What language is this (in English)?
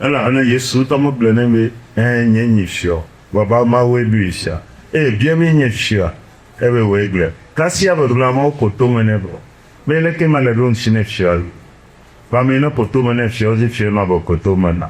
Ewe